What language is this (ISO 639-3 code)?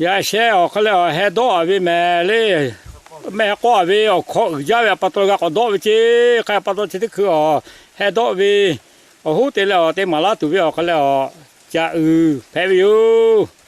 lhu